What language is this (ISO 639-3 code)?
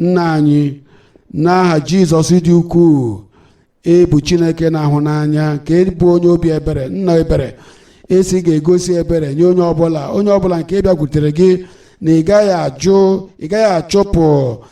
ibo